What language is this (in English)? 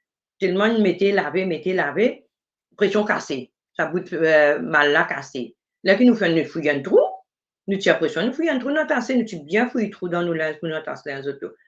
Morisyen